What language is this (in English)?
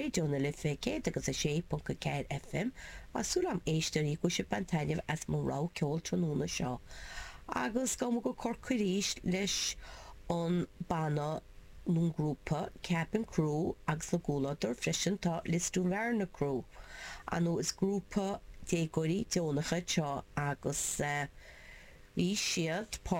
Irish